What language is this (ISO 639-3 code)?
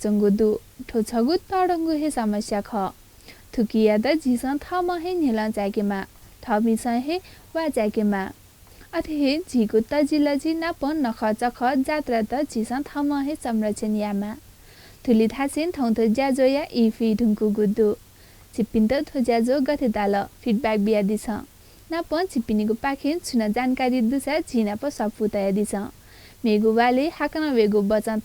new